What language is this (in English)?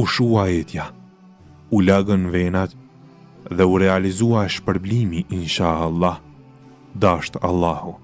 Albanian